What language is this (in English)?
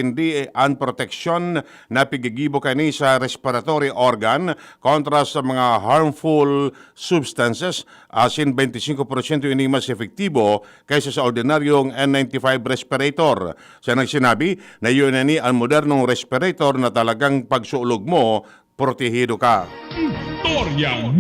Bikol